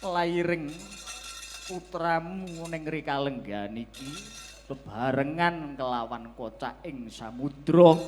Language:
Javanese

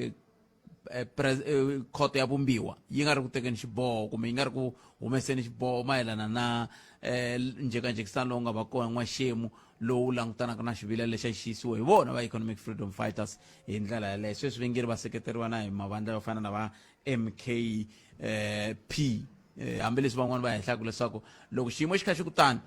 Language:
Tsonga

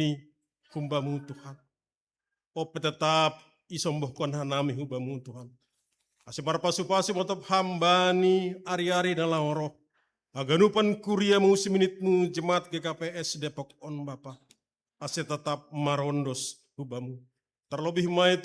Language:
Batak Simalungun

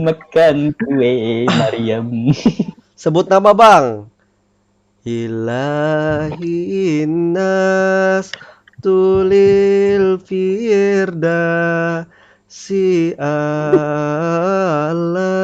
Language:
Banjar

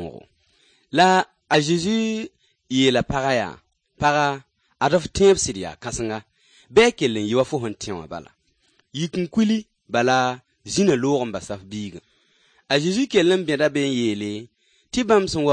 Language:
Mossi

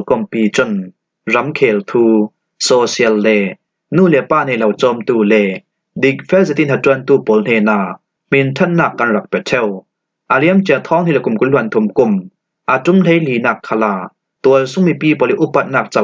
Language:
Falam Chin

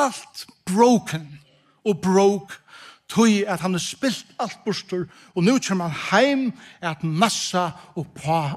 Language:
Faroese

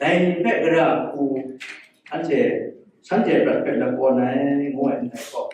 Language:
Kachin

